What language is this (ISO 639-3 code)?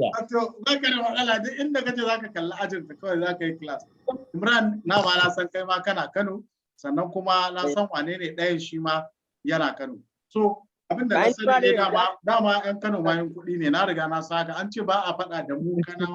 hau